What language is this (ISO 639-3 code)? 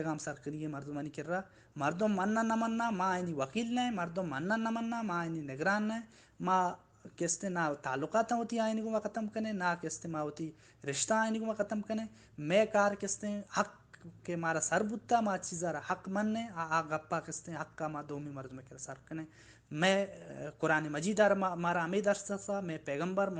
bal